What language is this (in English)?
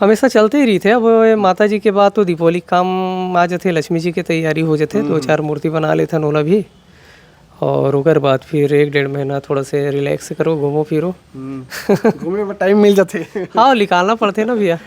Chhattisgarhi